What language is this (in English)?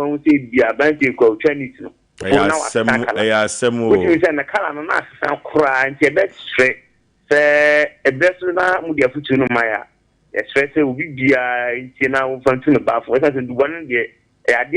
Akan